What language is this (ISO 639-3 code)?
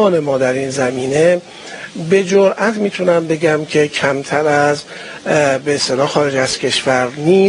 fas